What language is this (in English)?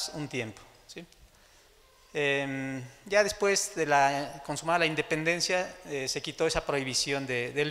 Spanish